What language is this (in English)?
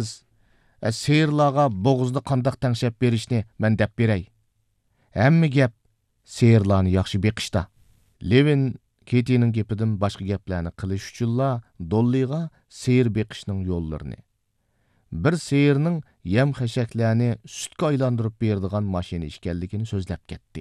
Uyghur